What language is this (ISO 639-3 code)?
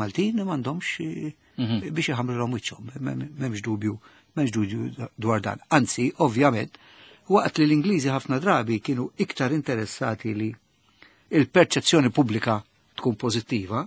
mlt